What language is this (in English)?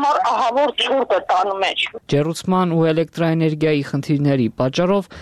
Armenian